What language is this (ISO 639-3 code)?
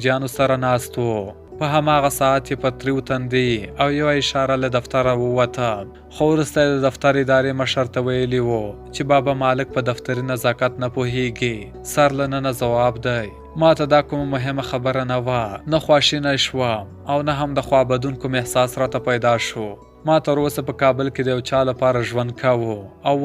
pus